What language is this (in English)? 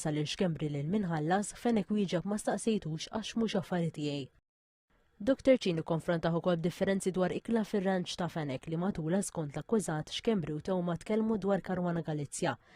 Maltese